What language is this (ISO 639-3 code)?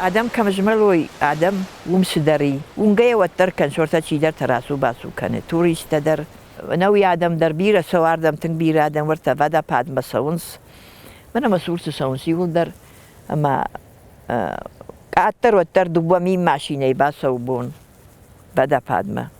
oss